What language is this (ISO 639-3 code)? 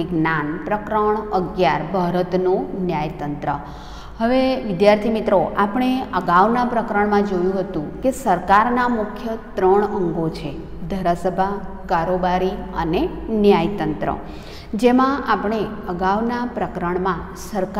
guj